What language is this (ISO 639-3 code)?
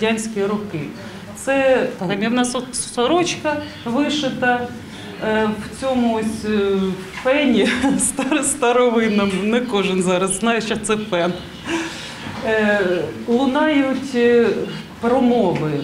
ukr